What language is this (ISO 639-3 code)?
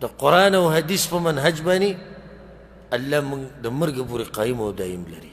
pus